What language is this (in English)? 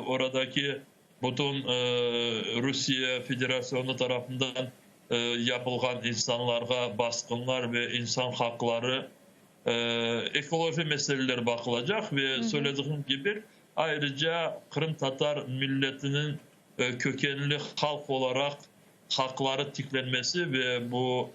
Crimean Tatar